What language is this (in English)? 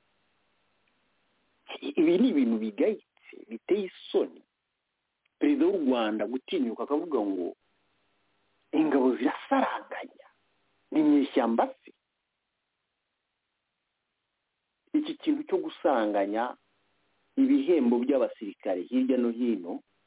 Kinyarwanda